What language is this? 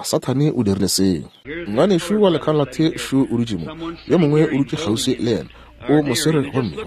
Northern Sotho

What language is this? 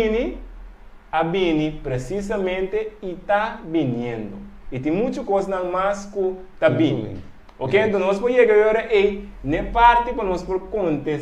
Papiamento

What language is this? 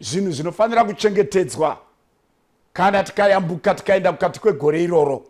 Shona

